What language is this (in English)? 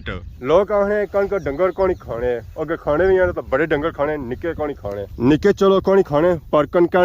Pahari-Potwari